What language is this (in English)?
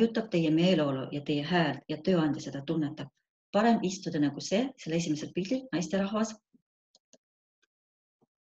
Estonian